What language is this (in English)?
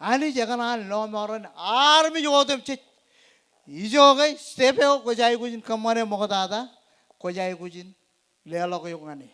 Marshallese